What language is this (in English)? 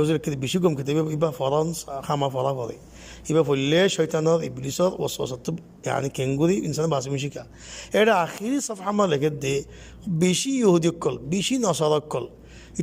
Rohingya